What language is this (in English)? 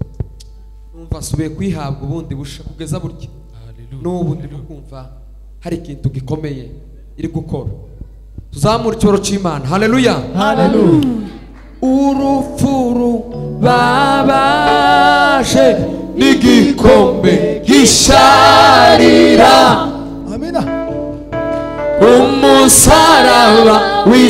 Kinyarwanda